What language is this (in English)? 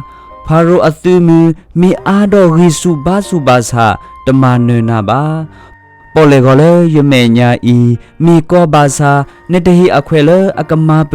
S'gaw Karen